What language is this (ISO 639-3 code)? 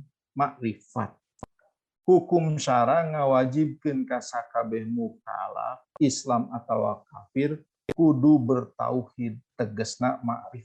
sun